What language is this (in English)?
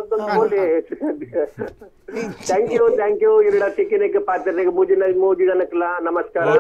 Tulu